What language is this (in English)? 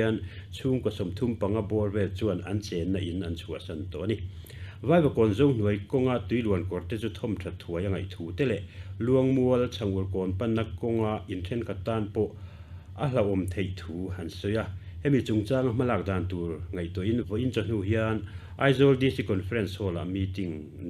Mizo